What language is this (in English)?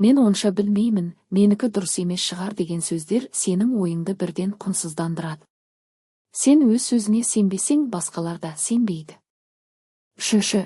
Kazakh